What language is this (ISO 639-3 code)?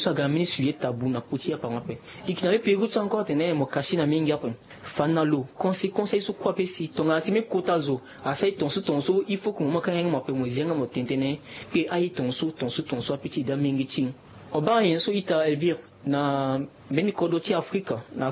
sag